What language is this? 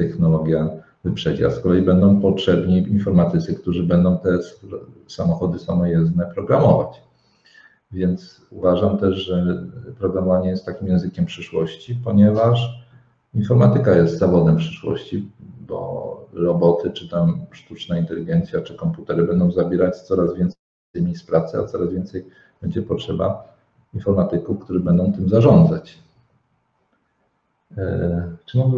Polish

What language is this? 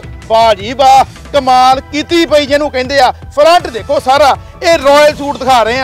Punjabi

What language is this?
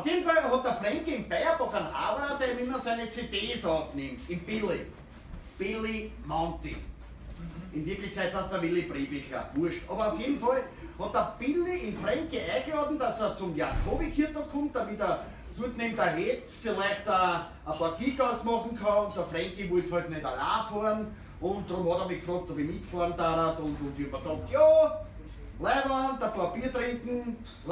Bavarian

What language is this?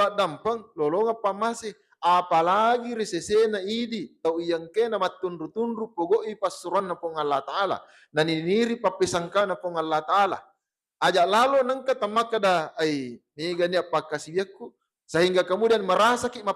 Buginese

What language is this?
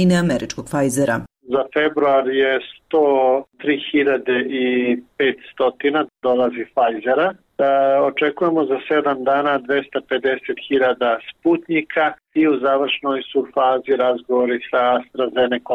Bosnian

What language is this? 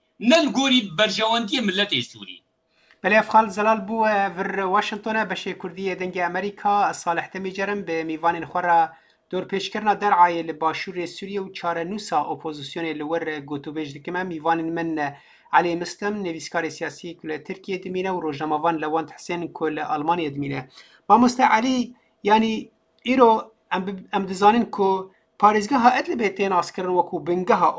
Kurdish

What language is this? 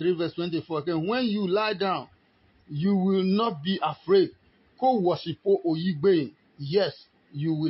Adangme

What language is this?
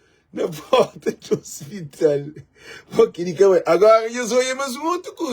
Kabuverdianu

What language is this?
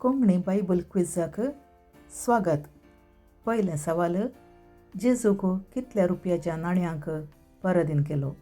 Konkani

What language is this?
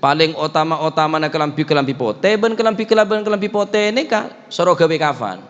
Madurese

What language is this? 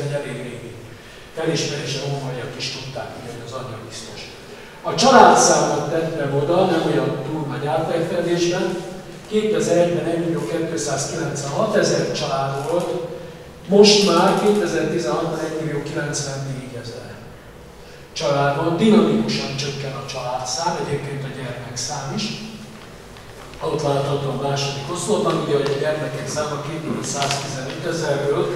Hungarian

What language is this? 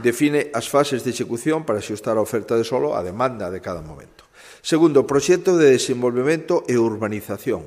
Galician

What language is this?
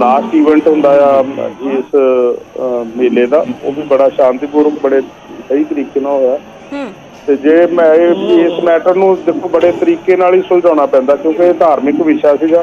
Punjabi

